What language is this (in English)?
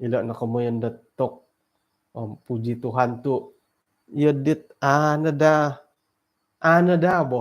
Central Dusun